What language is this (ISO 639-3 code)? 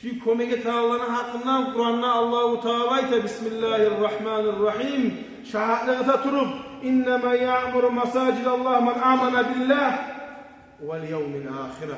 kum